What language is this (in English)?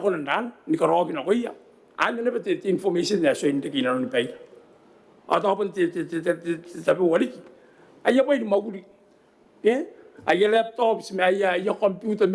Gilbertese